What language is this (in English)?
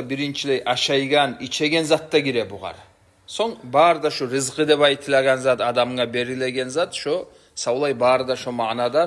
Kumyk